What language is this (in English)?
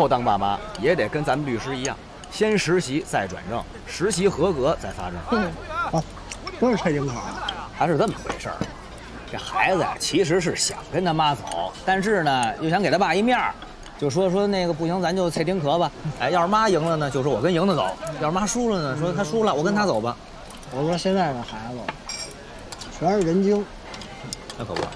Chinese